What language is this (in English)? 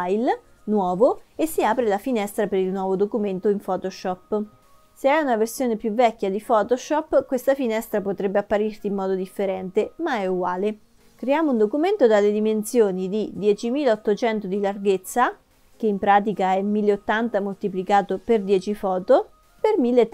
Italian